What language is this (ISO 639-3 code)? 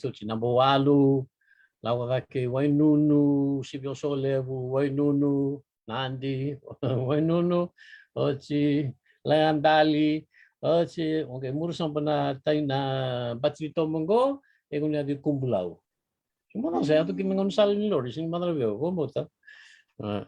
fij